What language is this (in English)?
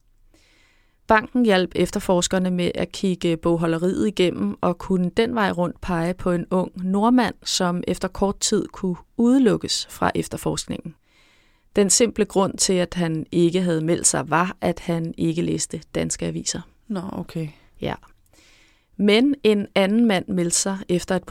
Danish